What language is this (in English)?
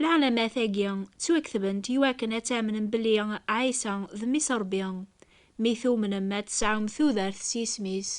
Kabyle